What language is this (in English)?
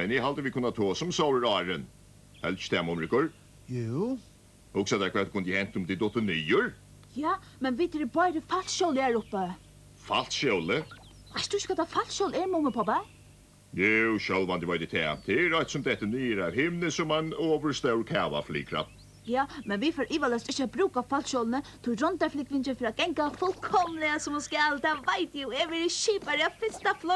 Faroese